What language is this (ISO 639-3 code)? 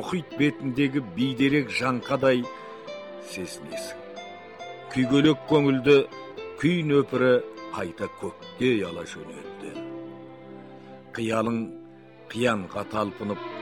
kaz